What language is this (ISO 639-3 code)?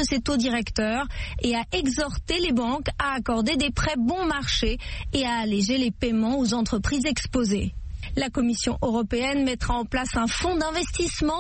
fra